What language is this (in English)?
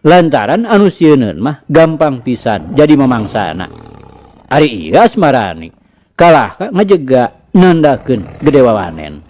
Sundanese